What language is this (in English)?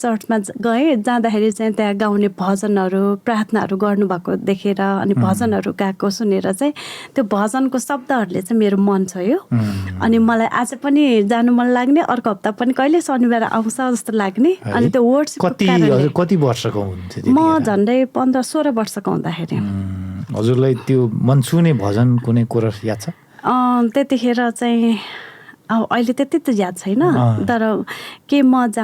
Nepali